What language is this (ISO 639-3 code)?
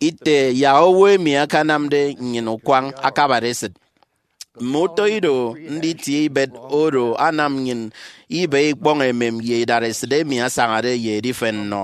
efi